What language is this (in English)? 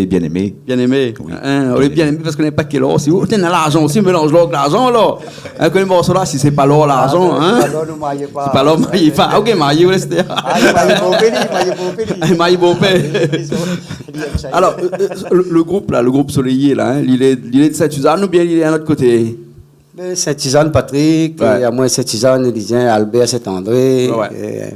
Réunion Creole French